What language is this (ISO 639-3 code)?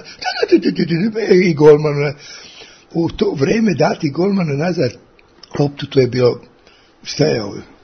srp